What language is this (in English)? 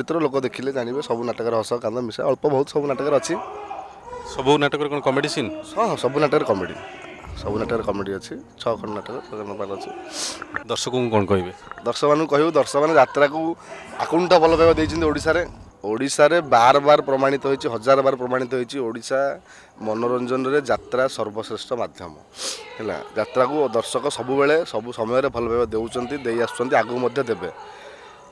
Odia